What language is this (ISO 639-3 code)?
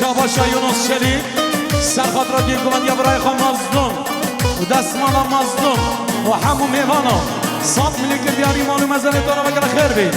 kur